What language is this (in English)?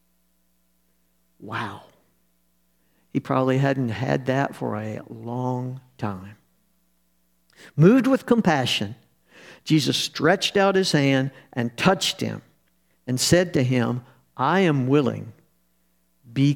English